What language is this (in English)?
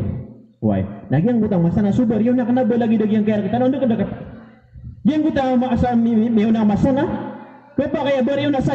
Maranao